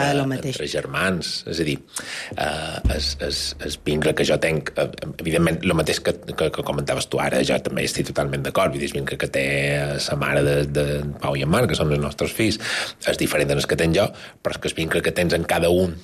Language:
Catalan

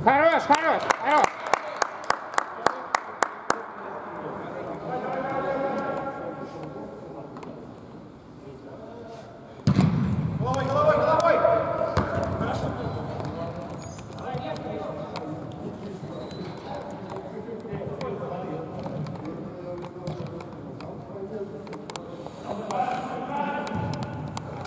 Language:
Russian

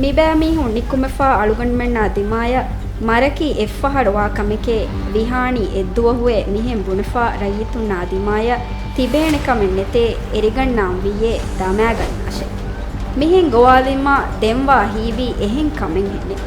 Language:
Divehi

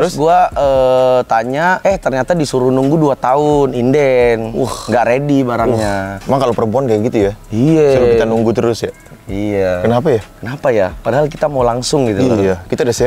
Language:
Indonesian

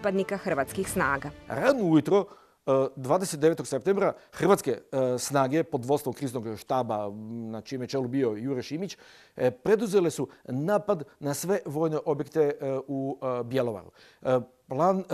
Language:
Serbian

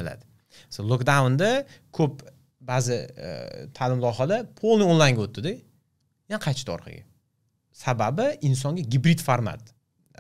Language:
Uzbek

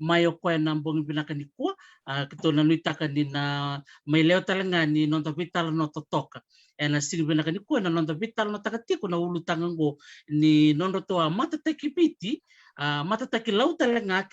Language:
Fijian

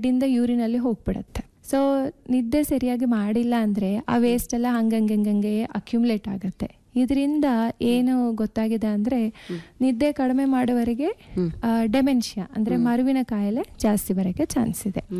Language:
Kannada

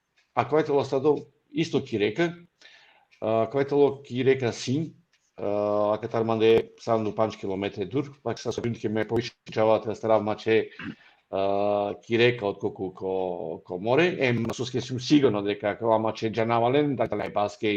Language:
Balkan Romani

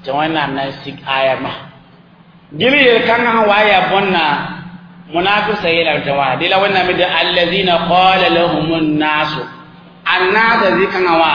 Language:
Mossi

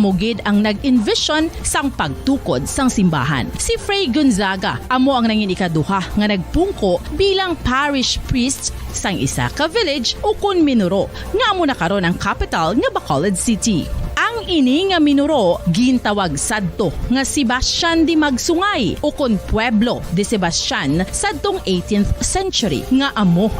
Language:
Hiligaynon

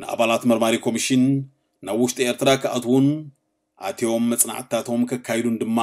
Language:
Tigrinya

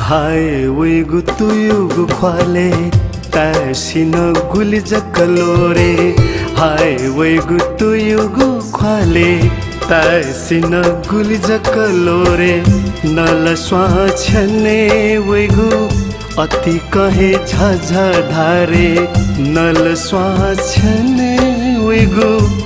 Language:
Newari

